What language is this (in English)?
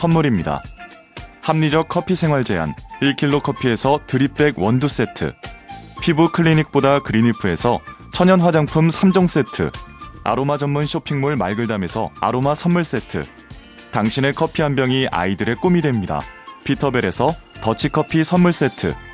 Korean